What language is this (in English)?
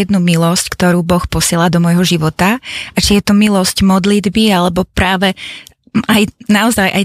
Slovak